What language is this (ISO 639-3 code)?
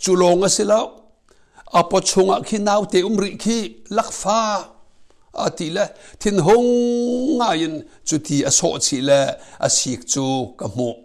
cnh